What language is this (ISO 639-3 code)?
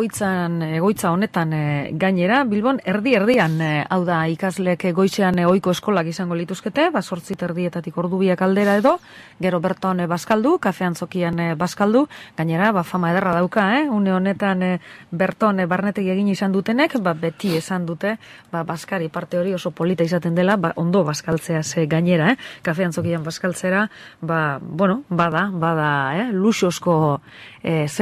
eus